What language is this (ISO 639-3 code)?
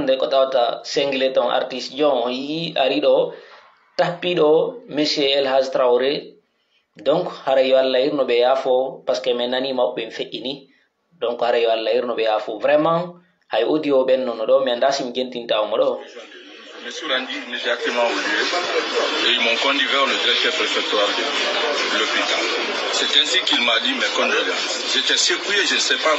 fuf